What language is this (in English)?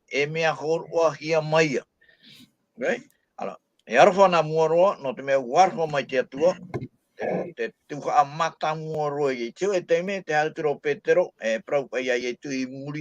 Tahitian